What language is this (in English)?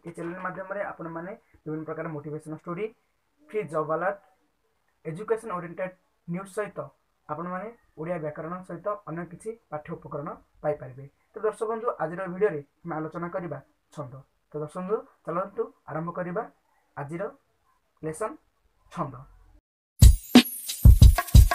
Odia